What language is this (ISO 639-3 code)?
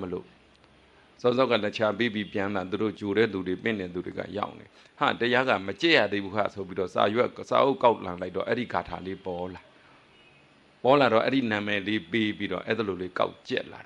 mya